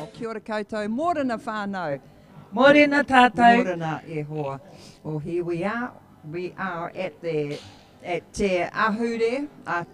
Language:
Māori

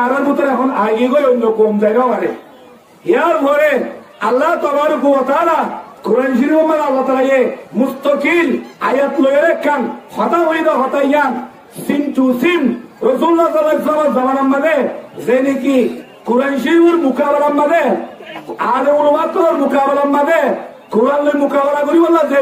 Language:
Rohingya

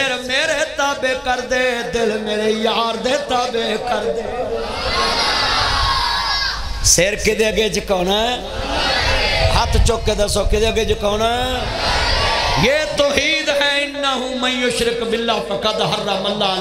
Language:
Western Panjabi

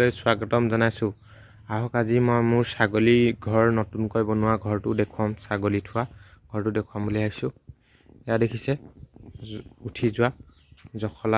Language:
Assamese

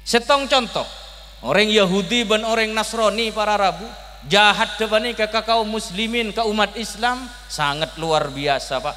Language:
Madurese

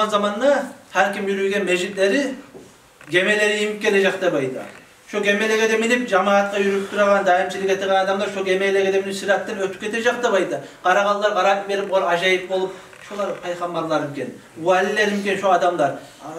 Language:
Kumyk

